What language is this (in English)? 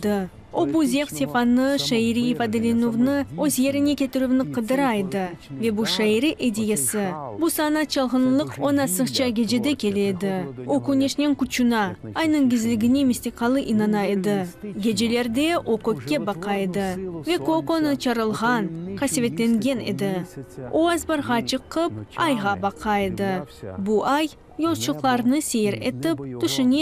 Crimean Tatar